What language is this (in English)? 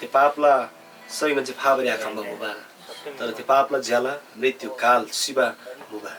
Eastern Tamang